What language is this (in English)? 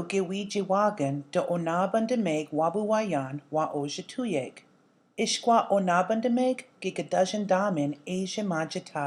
Chippewa